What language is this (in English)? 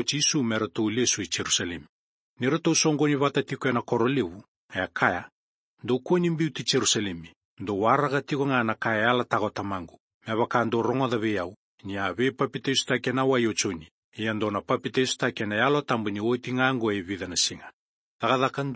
Fijian